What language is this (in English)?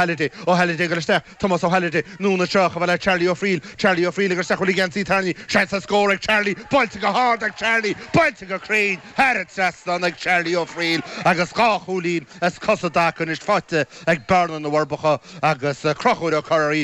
Irish